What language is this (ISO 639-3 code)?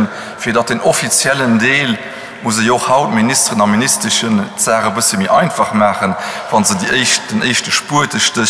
ltz